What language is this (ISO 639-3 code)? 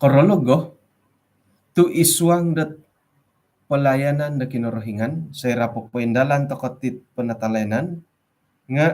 dtp